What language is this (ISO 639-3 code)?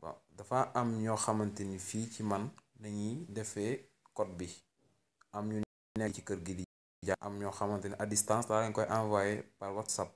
wol